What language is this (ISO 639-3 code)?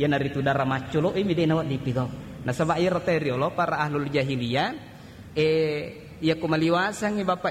bug